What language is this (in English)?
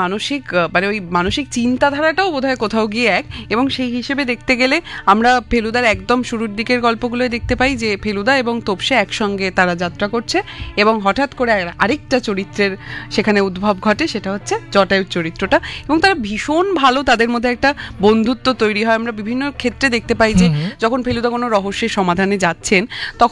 Bangla